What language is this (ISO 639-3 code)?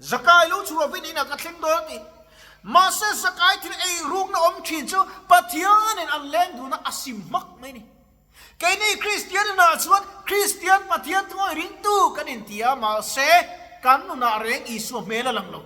lus